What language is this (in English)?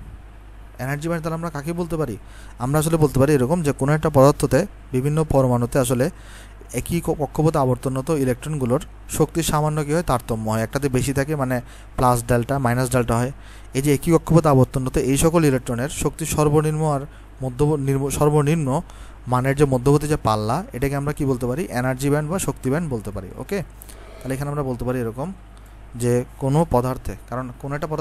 Bangla